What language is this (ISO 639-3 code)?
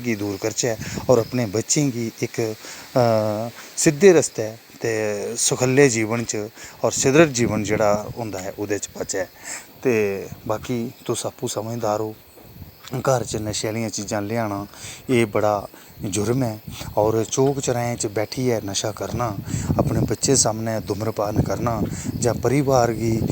doi